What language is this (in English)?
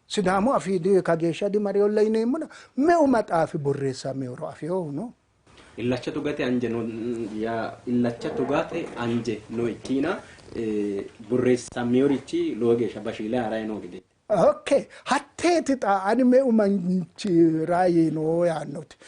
Sidamo